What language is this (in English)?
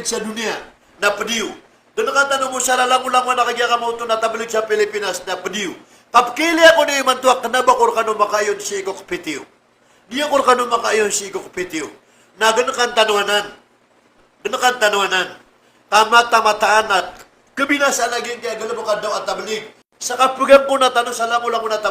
Maranao